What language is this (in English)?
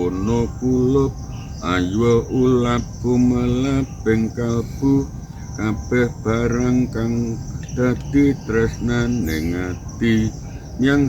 Javanese